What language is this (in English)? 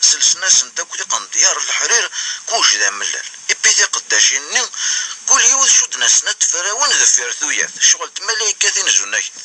Kabyle